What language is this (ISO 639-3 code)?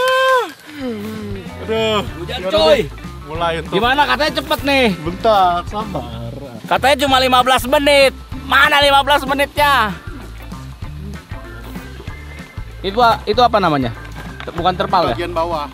ind